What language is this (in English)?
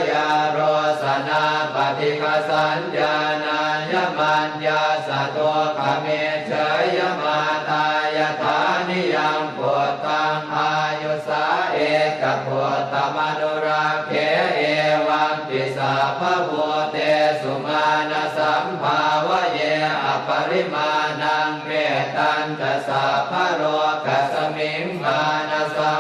Pali